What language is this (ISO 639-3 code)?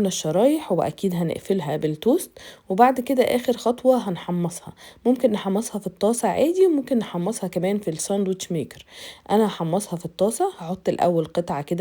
arz